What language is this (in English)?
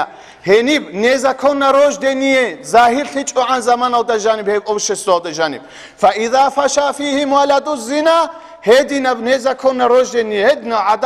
Avaric